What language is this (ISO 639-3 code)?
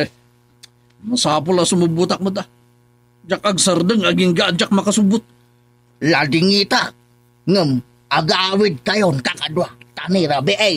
ilo